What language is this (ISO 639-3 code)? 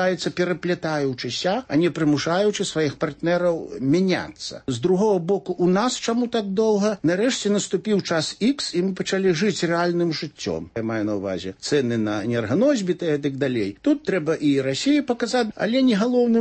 bel